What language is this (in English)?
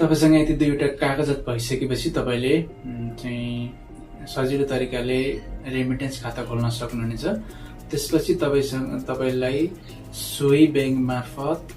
Nepali